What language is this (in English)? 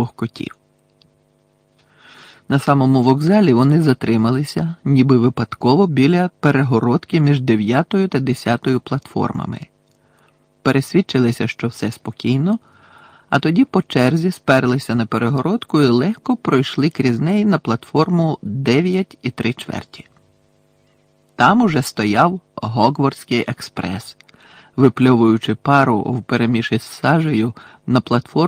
Ukrainian